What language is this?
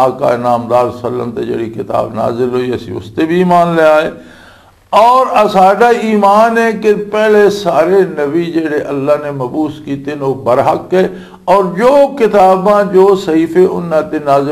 Western Panjabi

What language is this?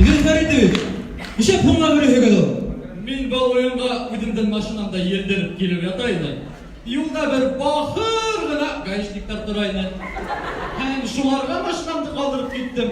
Bashkir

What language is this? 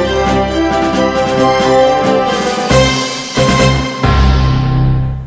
Bangla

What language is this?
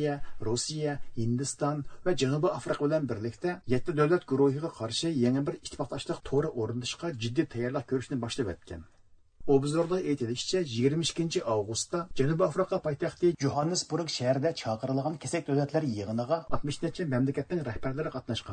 Uyghur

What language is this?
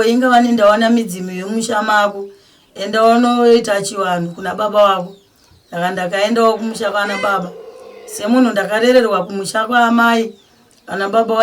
Shona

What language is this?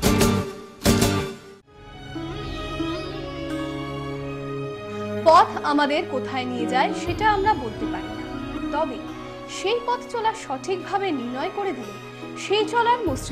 Bangla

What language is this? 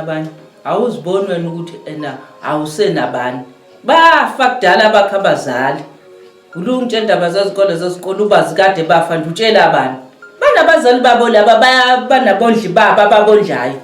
Zulu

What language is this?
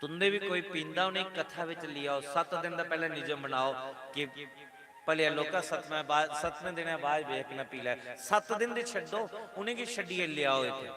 Dogri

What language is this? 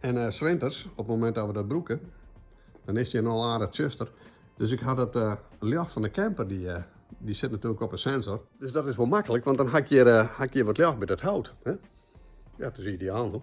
Western Frisian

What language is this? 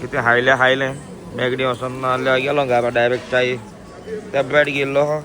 Konkani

